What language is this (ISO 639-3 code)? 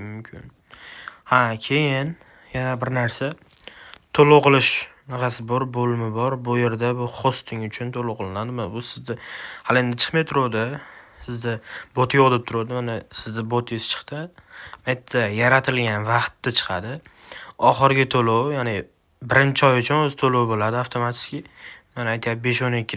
uzb